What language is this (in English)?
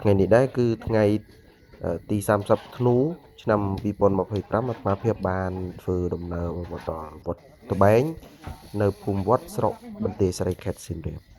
Khmer